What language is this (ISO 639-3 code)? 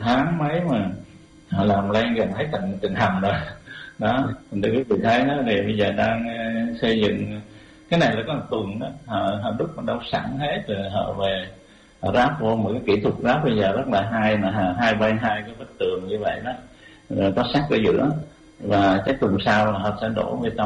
vie